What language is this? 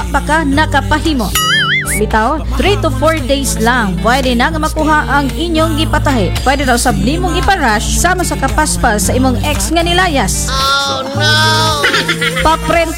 Cebuano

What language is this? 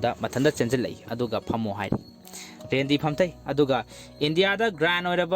Manipuri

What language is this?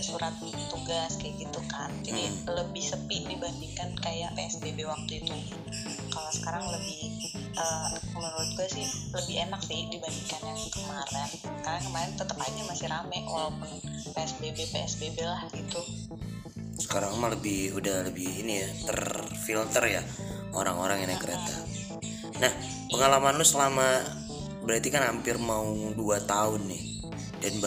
Indonesian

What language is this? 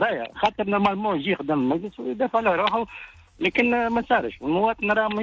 Tunisian Arabic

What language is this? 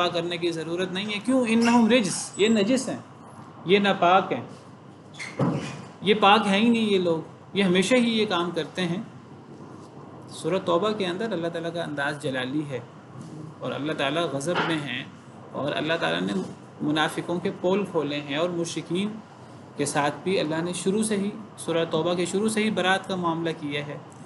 Urdu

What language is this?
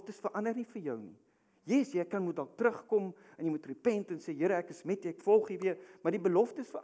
Afrikaans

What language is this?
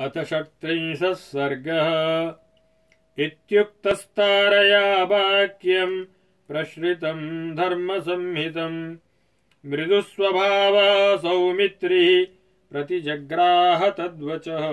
Sanskrit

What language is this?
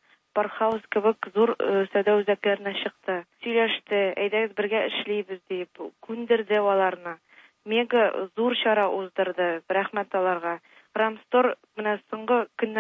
Tatar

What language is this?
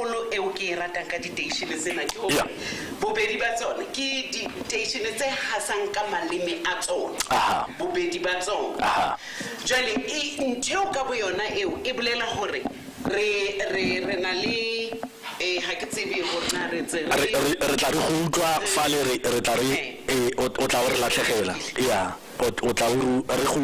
Tswana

